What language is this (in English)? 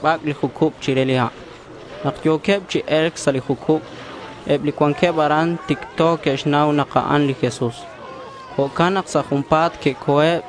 Kekchí